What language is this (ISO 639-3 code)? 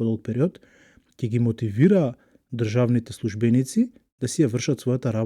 mkd